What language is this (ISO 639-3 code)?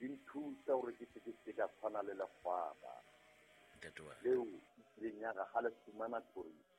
sot